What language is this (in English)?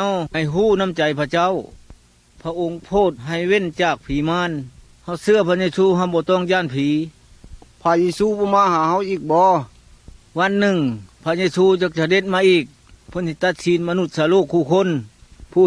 Lao